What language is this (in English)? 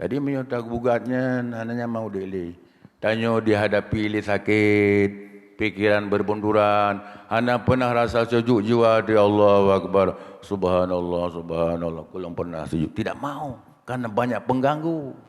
Achinese